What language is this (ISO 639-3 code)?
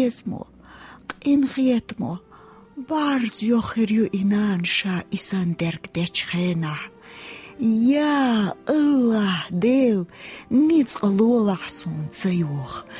che